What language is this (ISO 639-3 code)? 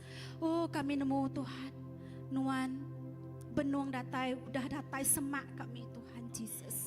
iba